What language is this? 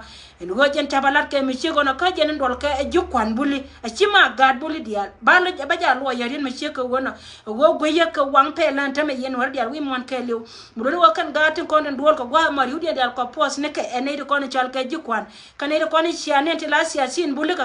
Nuer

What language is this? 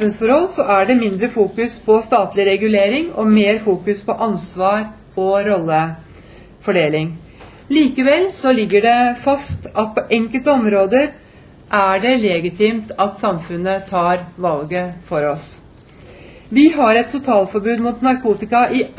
Norwegian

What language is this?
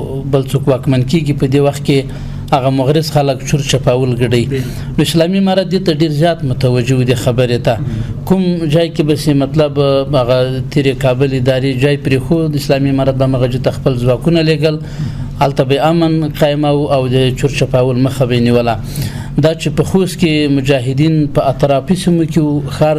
Pashto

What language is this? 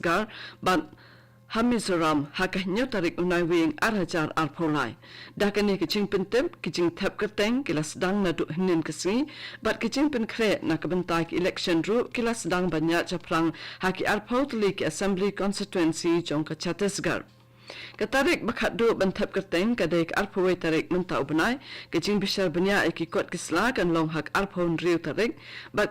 Khasi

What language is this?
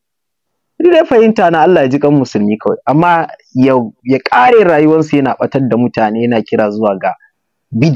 Hausa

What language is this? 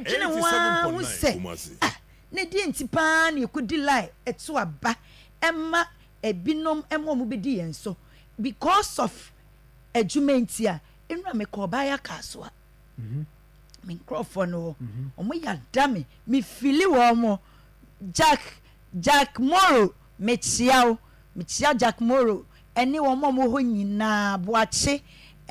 Akan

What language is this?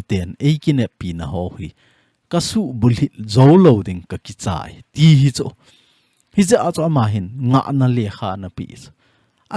Thado Chin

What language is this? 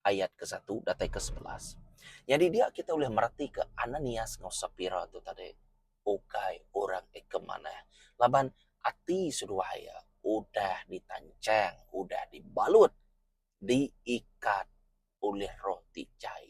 Iban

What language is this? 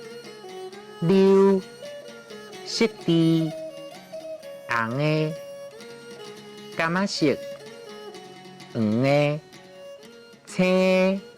Min Nan Chinese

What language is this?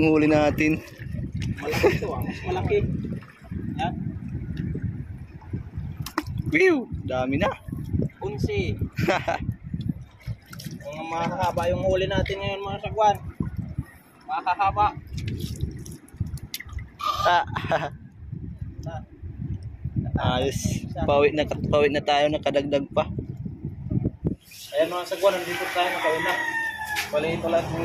Filipino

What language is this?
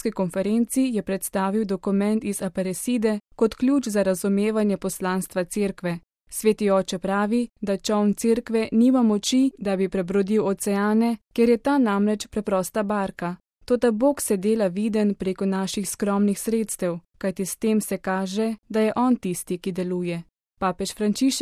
Slovenian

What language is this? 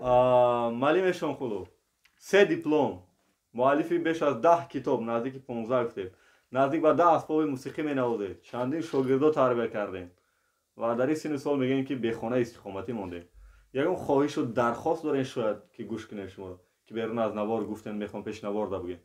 Tajik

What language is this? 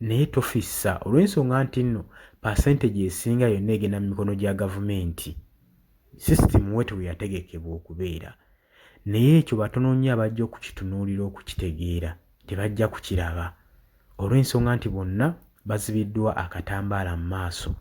Ganda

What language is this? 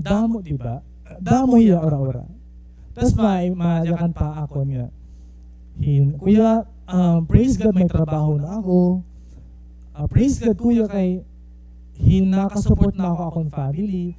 Waray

